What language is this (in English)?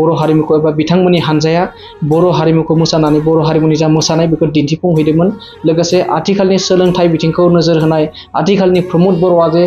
Bodo